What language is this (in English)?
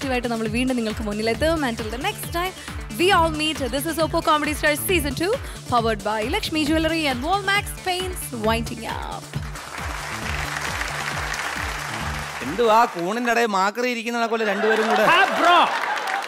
Malayalam